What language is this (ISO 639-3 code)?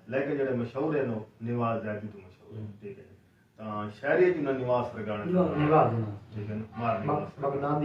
skr